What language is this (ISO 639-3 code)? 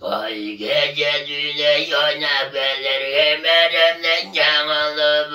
tyv